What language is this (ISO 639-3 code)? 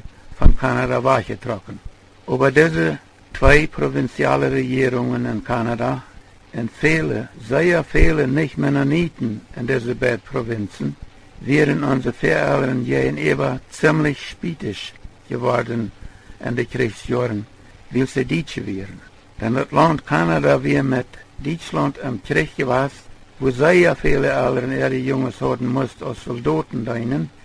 pdt